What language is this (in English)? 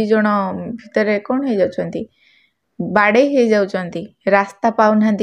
Odia